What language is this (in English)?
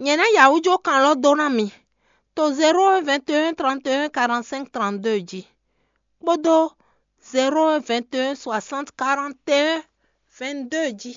Fon